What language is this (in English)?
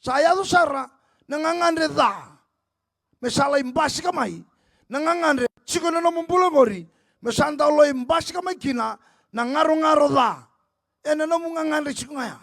Fijian